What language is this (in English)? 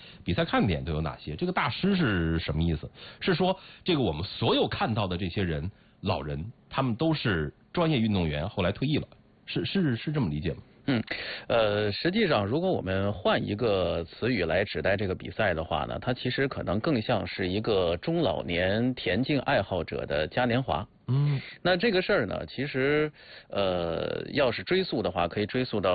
Chinese